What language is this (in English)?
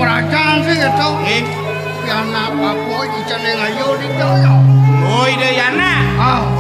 Balinese